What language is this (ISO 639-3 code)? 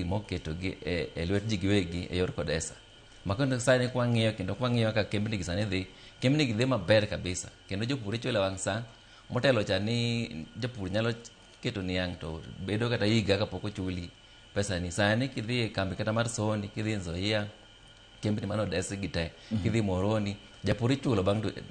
luo